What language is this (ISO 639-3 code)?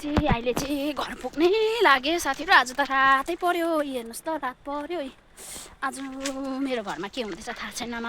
nep